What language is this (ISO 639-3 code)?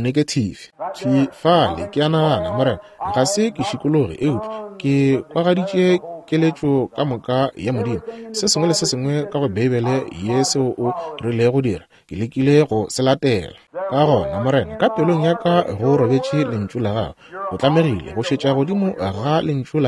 nso